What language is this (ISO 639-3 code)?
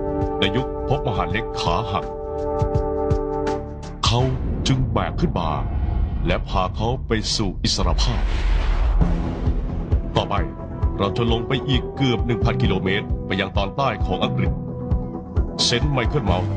tha